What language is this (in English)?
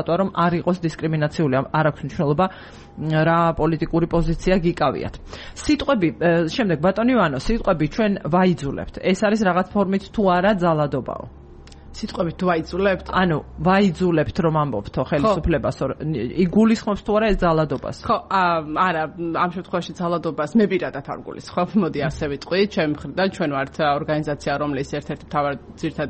Georgian